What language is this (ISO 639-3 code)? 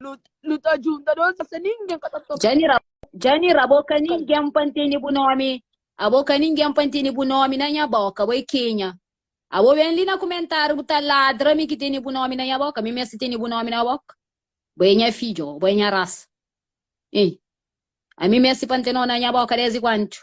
kea